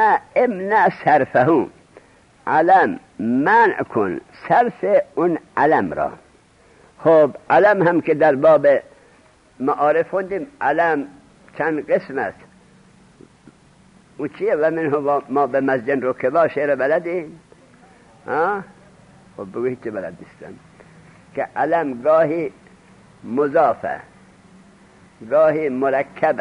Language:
Persian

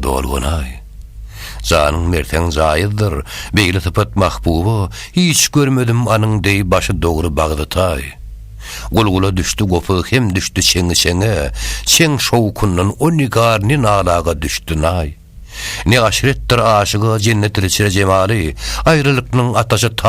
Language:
Turkmen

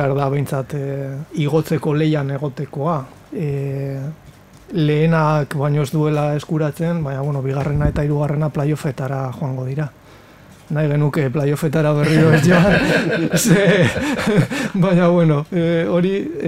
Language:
Basque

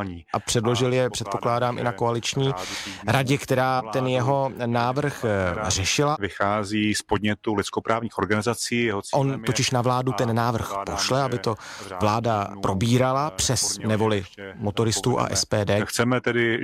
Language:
Czech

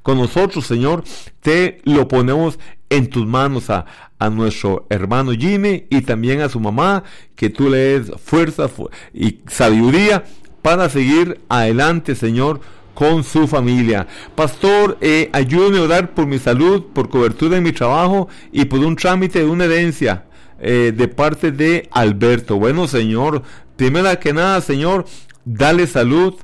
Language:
Spanish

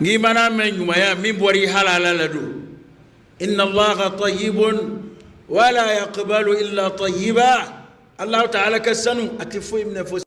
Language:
Bambara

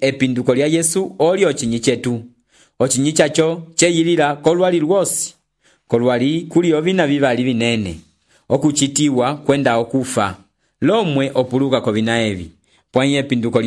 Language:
Umbundu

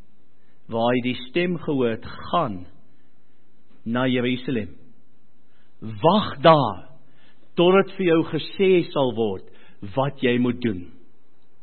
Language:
Afrikaans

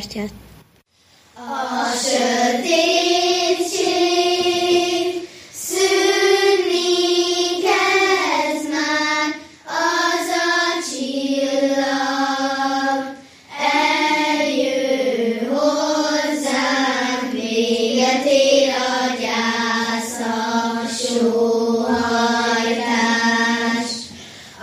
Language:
Hungarian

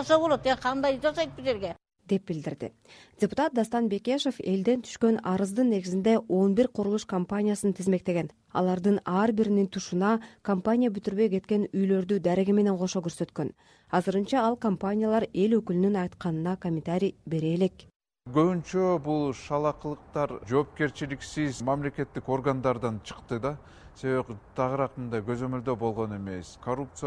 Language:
Kyrgyz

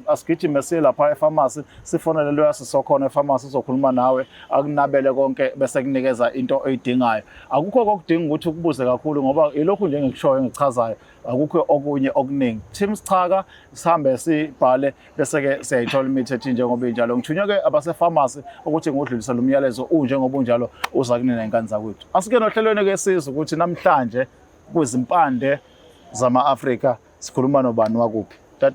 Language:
Zulu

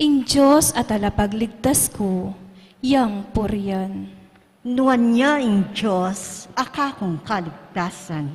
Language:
Pampanga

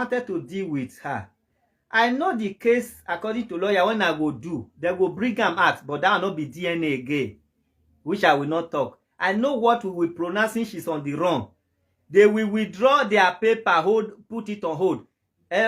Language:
Nigerian Pidgin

